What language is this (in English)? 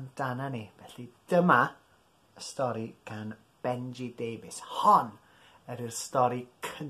Welsh